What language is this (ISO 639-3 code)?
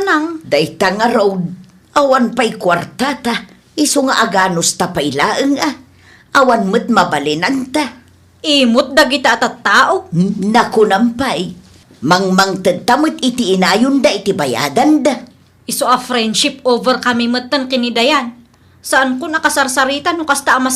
ilo